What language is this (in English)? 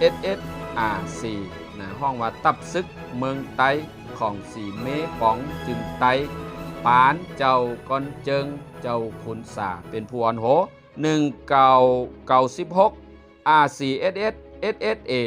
Shan